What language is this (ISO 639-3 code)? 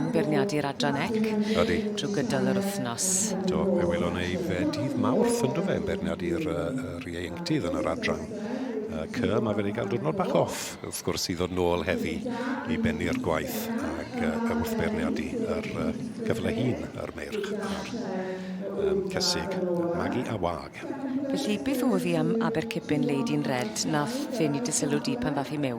cym